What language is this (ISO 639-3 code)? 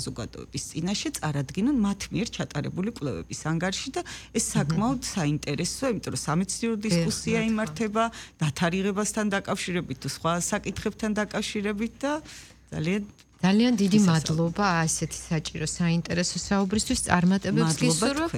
kat